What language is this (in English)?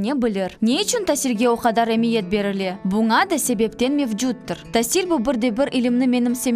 Crimean Tatar